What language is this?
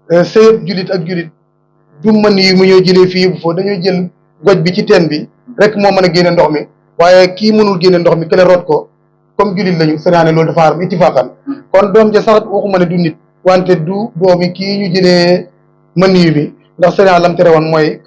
Wolof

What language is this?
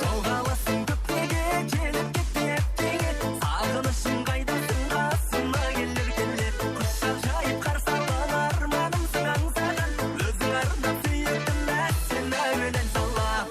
Kara-Kalpak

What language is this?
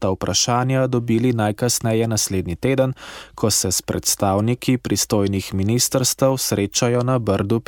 Slovenian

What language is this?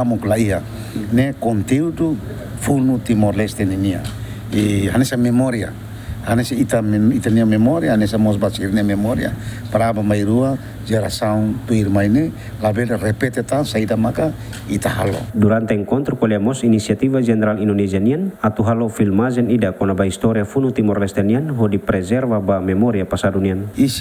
Tetum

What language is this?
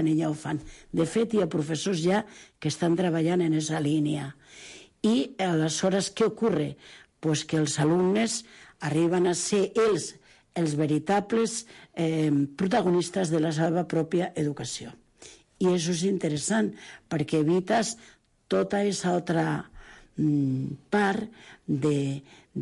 Catalan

